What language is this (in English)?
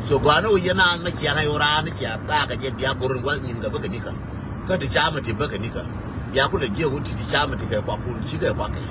Nuer